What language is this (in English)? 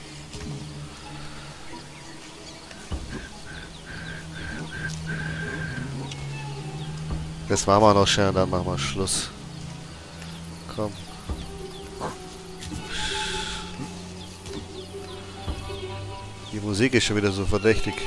German